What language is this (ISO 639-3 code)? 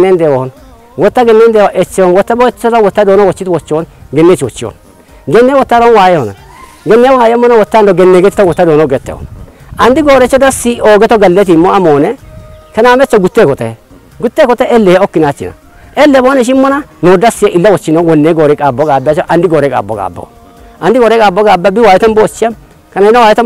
kbr